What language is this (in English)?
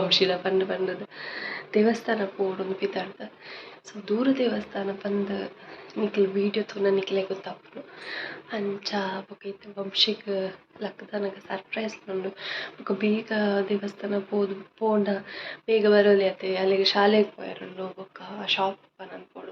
Tulu